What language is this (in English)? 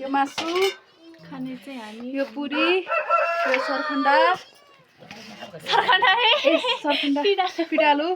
Nepali